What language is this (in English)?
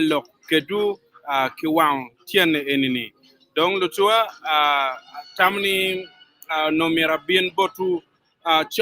Acoli